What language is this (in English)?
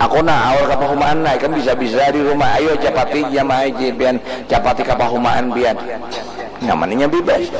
Banjar